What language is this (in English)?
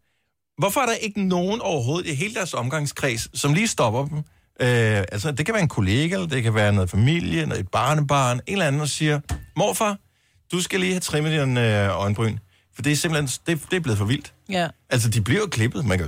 Danish